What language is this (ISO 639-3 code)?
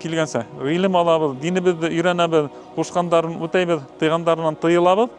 bak